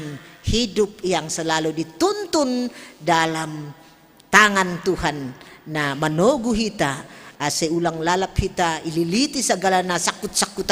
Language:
Batak Simalungun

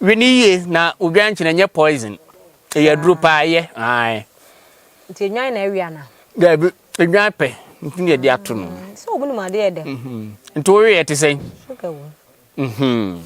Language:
Akan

